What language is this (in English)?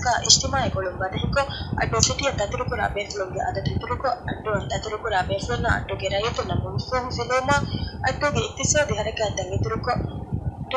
Divehi